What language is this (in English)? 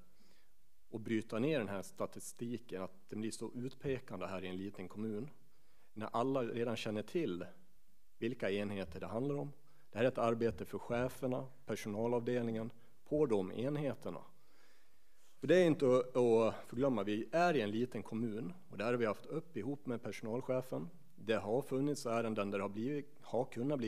Swedish